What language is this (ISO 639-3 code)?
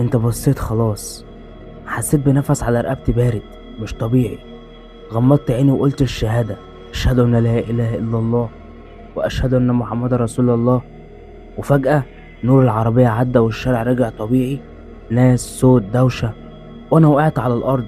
arz